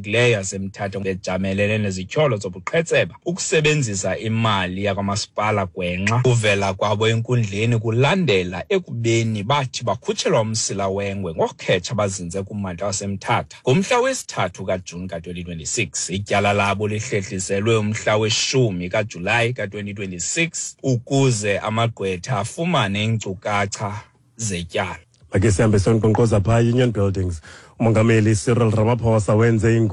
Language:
Xhosa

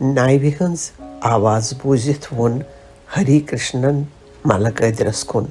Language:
Kashmiri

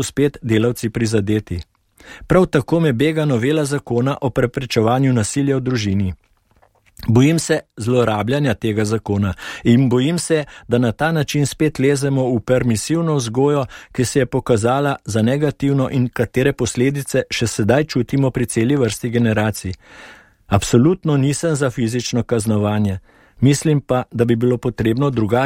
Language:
Slovenian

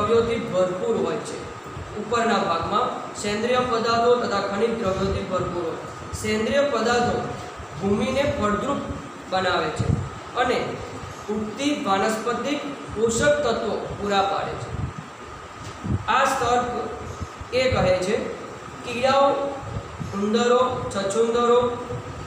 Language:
Gujarati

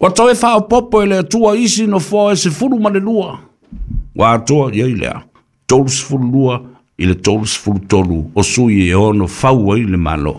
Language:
Samoan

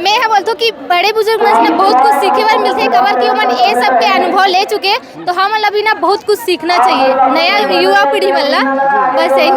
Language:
Chhattisgarhi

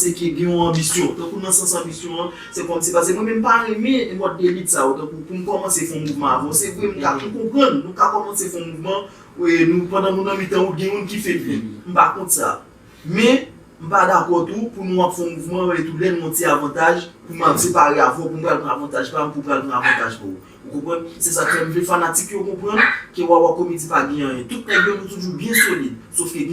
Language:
Haitian Creole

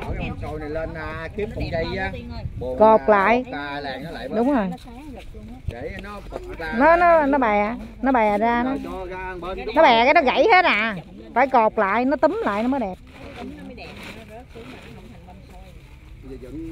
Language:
Vietnamese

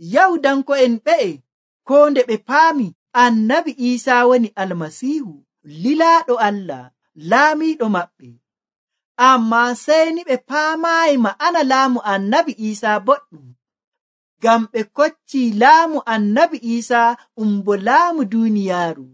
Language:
Nigerian Fulfulde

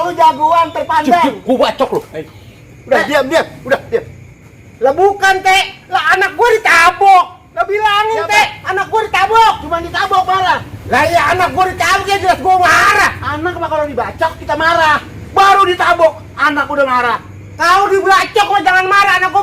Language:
Betawi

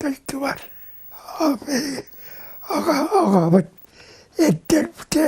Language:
Yakut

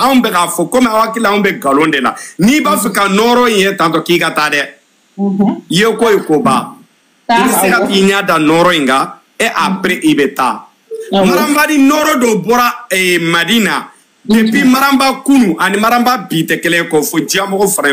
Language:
Bambara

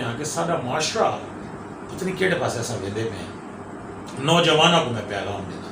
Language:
Saraiki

